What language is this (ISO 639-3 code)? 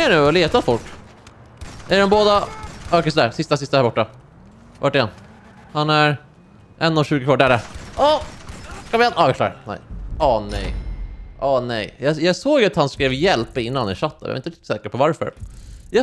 swe